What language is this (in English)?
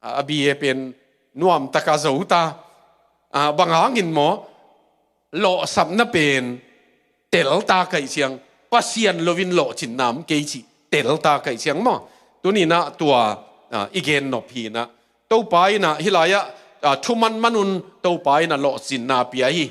Tedim Chin